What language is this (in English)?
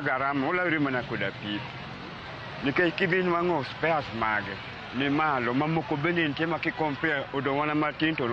Luo (Kenya and Tanzania)